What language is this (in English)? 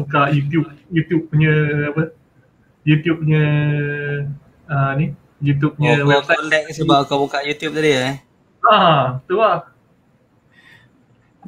Malay